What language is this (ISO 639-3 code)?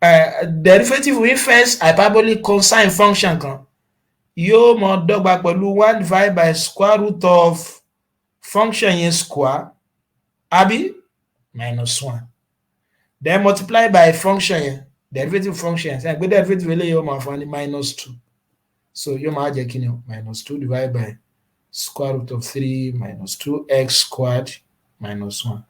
yor